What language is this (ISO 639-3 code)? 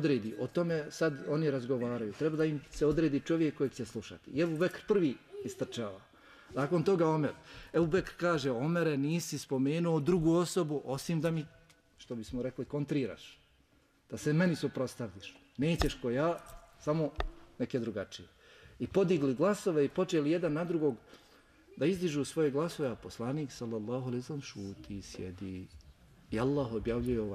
bos